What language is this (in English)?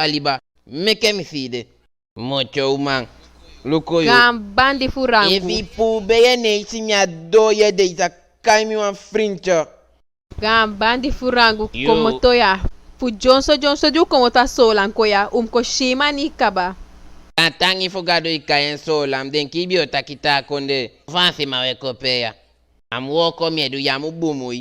Eastern Maroon Creole